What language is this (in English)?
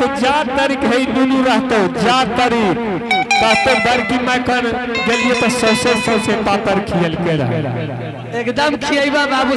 Angika